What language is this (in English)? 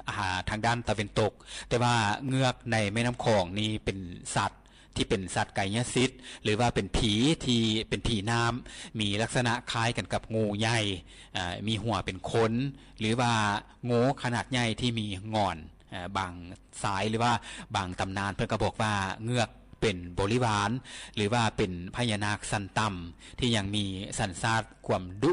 Lao